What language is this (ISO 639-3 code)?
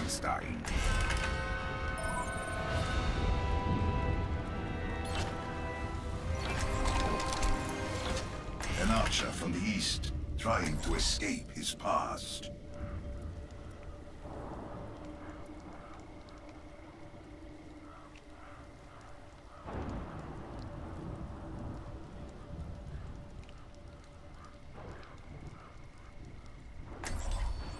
eng